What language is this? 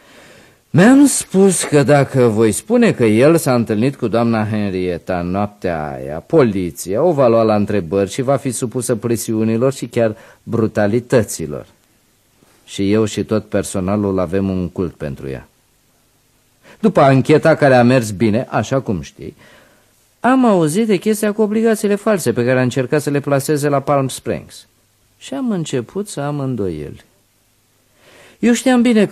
Romanian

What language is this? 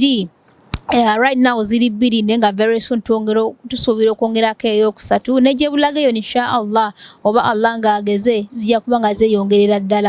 Ganda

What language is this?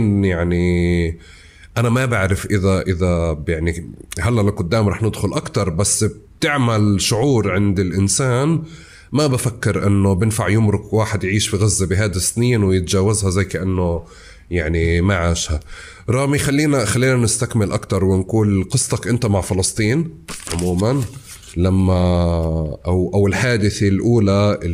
North Levantine Arabic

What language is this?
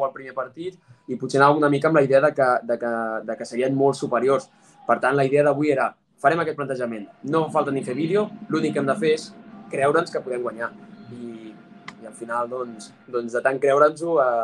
Catalan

